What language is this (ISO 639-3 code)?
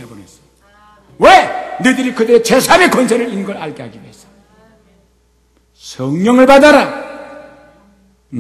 kor